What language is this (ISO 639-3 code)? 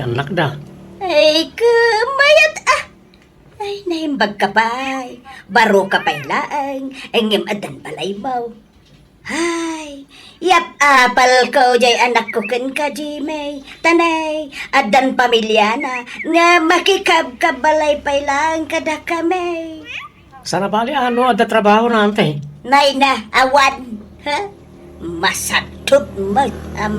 ilo